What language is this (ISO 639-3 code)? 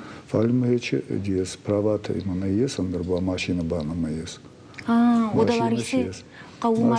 oss